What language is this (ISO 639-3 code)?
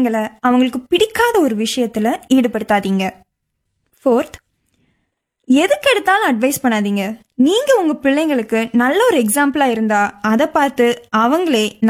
tam